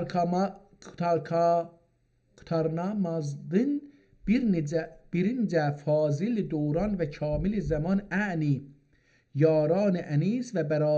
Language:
South Azerbaijani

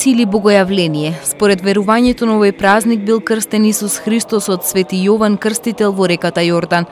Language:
Macedonian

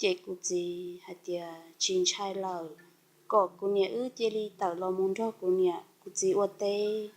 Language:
Hmong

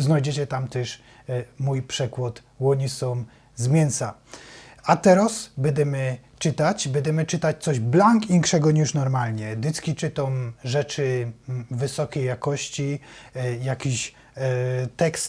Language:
Silesian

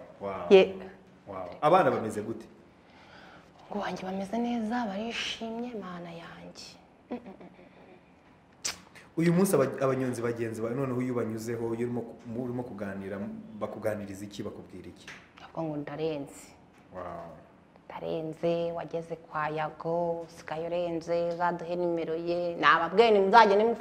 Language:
Kinyarwanda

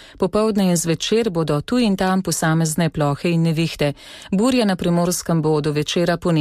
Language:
Slovenian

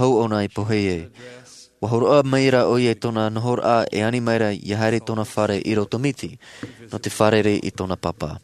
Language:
Tahitian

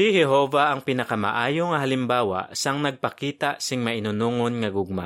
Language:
Hiligaynon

